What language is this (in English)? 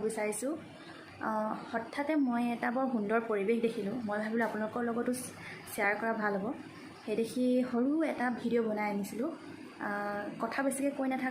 Assamese